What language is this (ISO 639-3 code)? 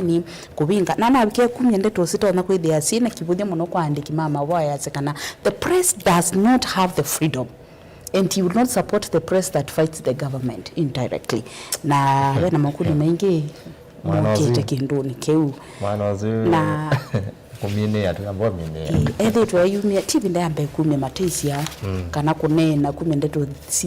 kam